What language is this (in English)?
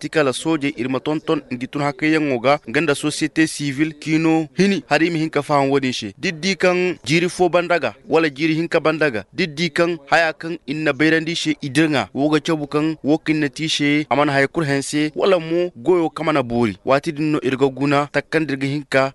Koyraboro Senni